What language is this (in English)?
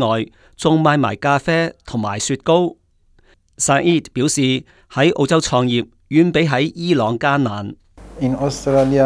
Cantonese